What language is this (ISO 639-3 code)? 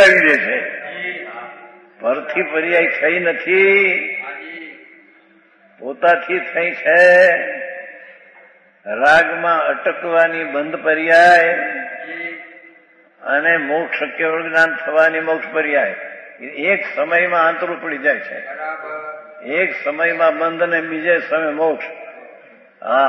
guj